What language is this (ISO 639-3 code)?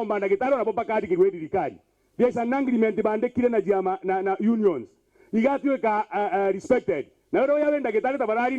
mer